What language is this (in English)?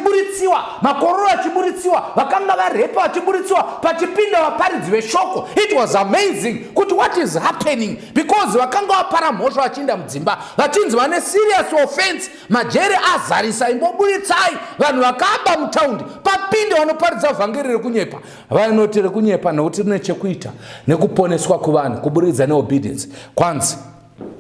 Shona